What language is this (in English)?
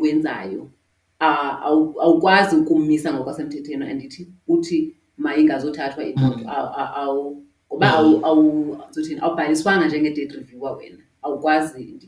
Xhosa